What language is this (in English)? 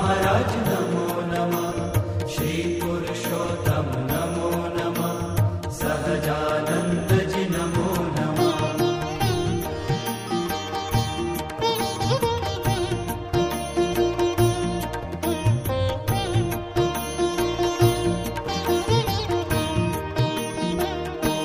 Hindi